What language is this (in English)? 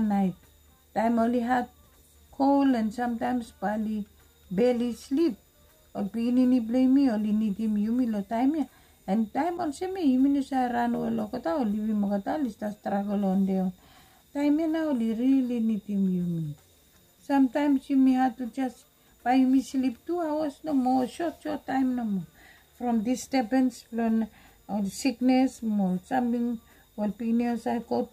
Bislama